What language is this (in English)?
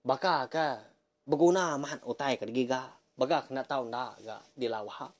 Iban